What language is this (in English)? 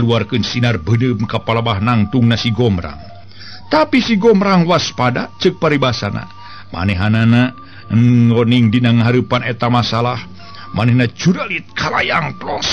Sundanese